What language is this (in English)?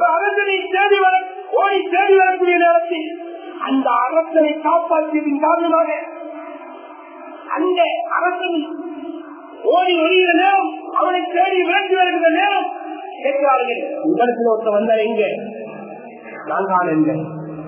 Tamil